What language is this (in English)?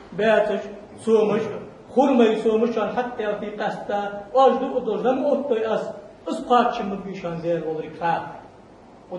Ingush